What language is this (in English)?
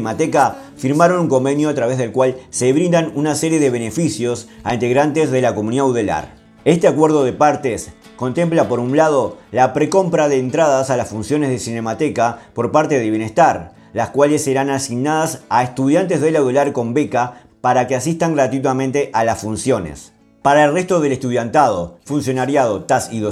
Spanish